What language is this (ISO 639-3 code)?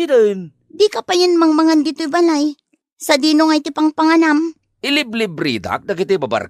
ilo